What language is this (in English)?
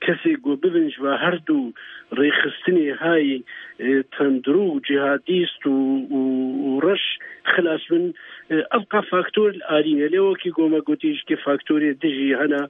Kurdish